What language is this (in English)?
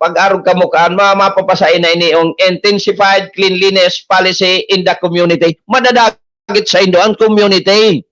Bikol